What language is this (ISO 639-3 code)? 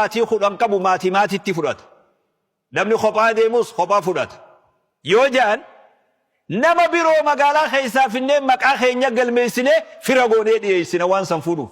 orm